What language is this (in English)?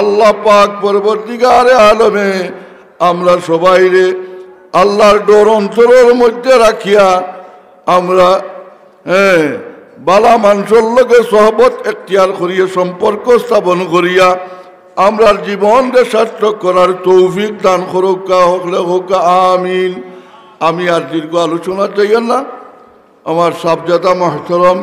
Sylheti